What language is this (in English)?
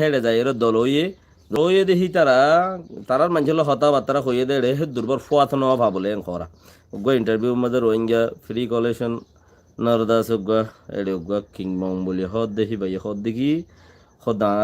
Rohingya